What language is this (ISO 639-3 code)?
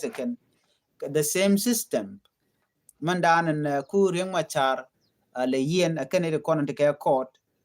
nus